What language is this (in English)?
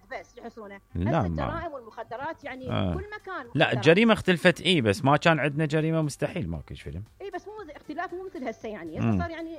Mesopotamian Arabic